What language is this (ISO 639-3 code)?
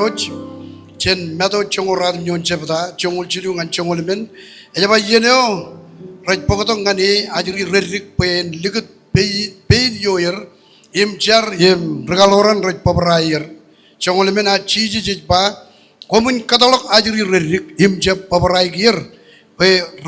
mah